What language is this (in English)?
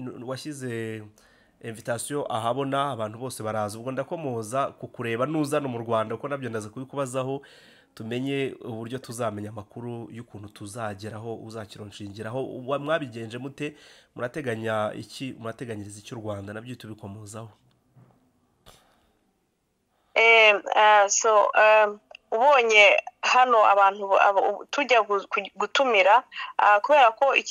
Kinyarwanda